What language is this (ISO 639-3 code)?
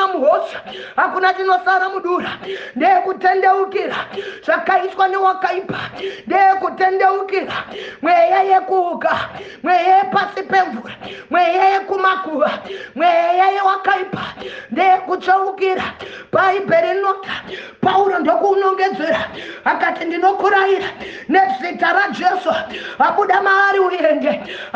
sna